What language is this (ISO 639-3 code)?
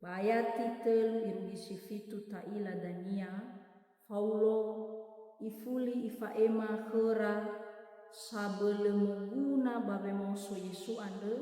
nia